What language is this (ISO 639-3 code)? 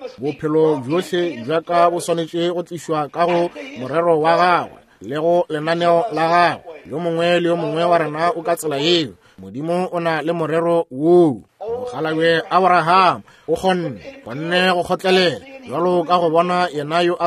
nso